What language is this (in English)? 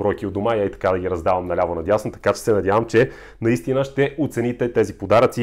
Bulgarian